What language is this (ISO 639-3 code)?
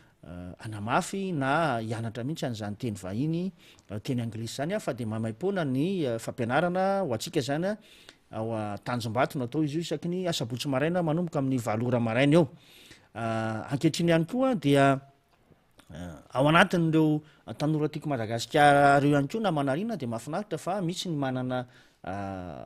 mlg